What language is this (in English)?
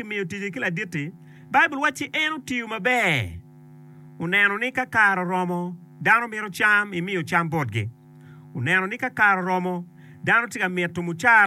Acoli